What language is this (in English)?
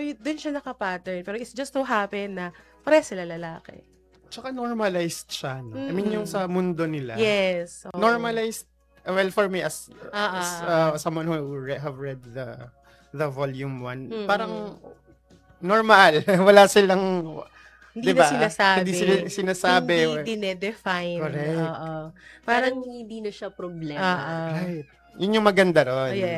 Filipino